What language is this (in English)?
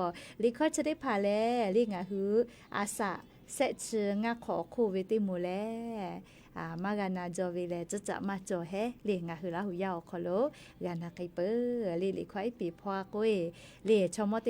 Lahu